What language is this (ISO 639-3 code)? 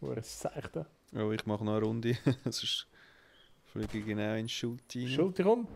gsw